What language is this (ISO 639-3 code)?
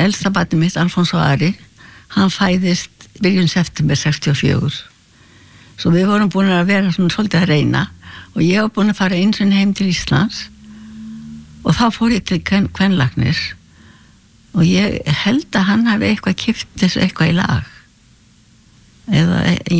isl